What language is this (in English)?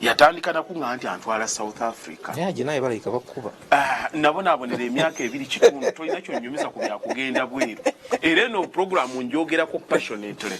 Ganda